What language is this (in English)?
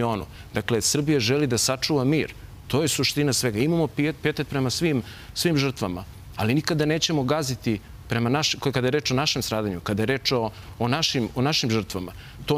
Serbian